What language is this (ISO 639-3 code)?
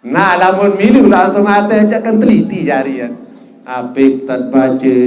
sas